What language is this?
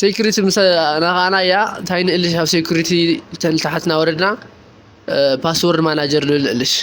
Tigrinya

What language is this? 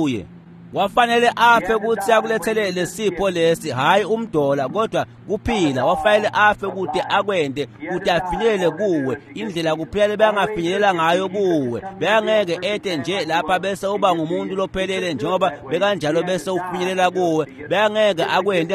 Swati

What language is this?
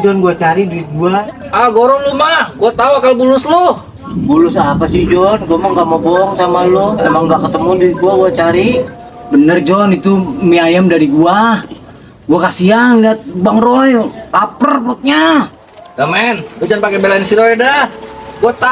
Betawi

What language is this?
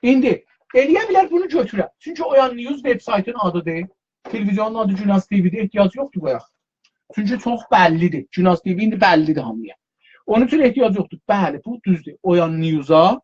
South Azerbaijani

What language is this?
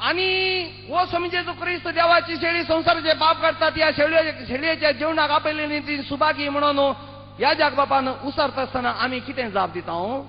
Konkani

